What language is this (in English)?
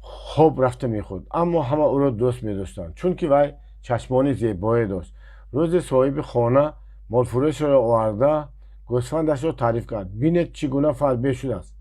Tajik